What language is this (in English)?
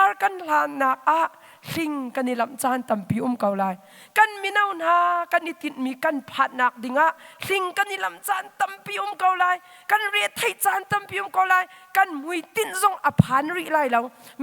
Hakha Chin